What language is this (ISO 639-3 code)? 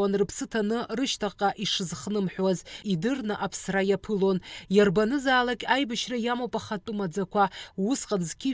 abk